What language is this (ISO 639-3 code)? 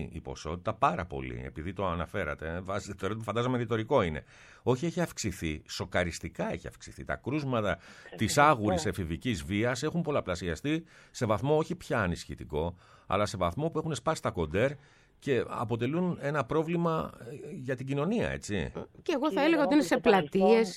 ell